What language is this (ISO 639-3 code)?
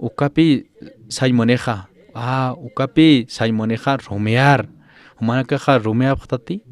aym